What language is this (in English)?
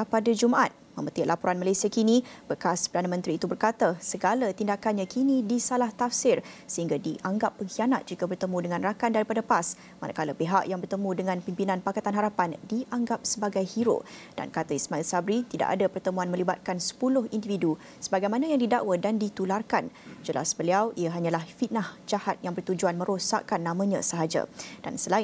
Malay